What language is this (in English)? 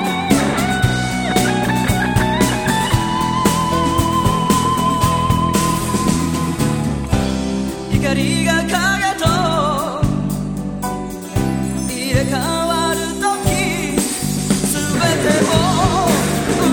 Japanese